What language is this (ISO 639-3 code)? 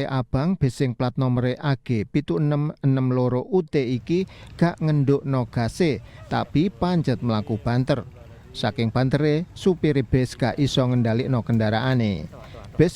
jav